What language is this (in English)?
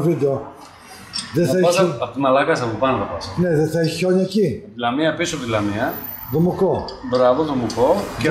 Greek